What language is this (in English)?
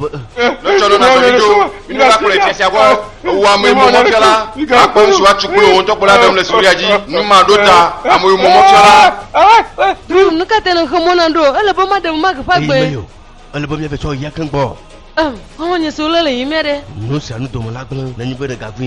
Ewe